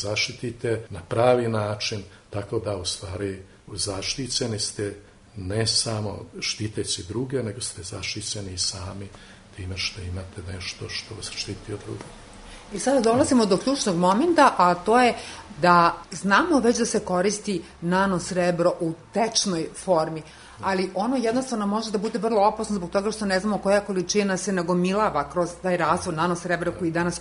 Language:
Serbian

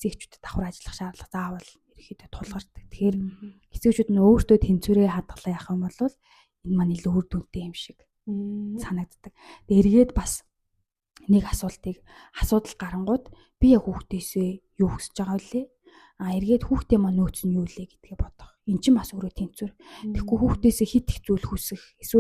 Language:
Mongolian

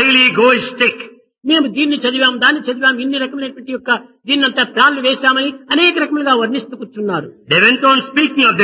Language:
Telugu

